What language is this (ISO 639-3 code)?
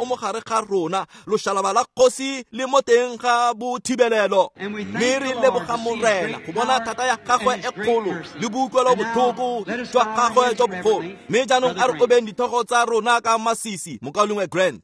tsn